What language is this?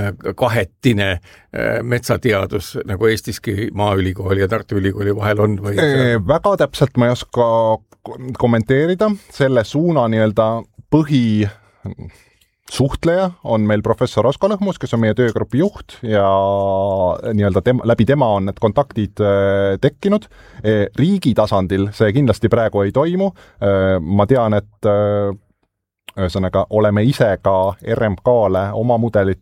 Estonian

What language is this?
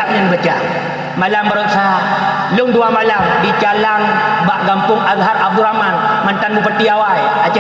Achinese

